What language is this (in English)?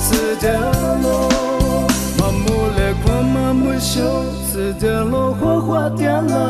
Lisu